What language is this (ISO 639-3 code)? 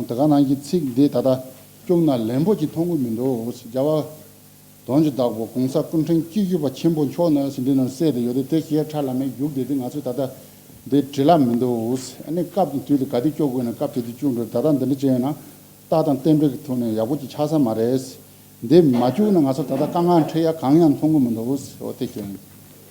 bod